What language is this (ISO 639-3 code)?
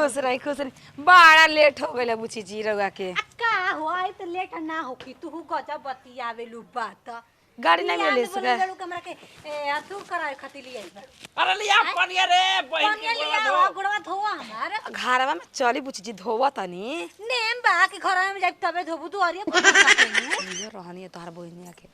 bho